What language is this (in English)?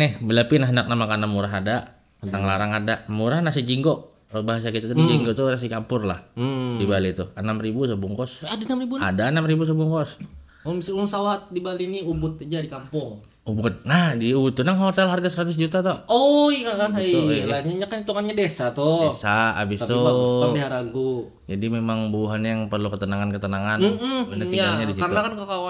Banjar